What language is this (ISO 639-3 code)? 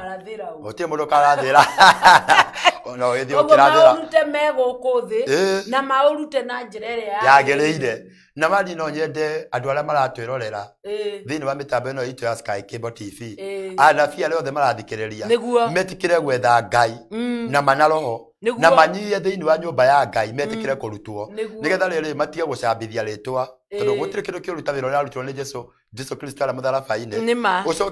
kik